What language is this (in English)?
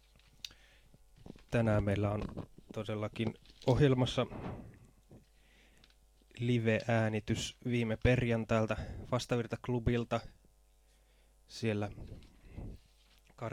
Finnish